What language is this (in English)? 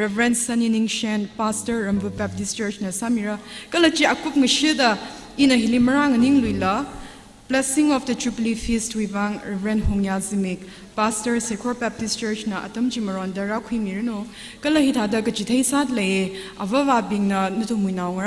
Tangkhul Naga (India)